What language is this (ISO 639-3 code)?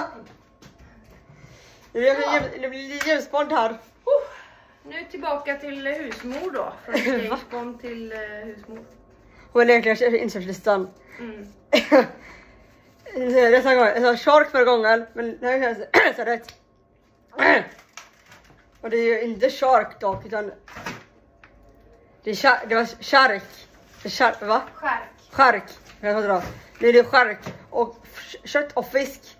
swe